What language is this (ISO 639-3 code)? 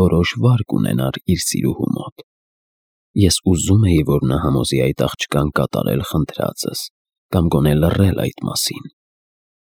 hye